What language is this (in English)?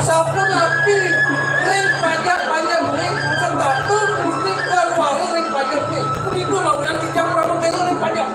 Balinese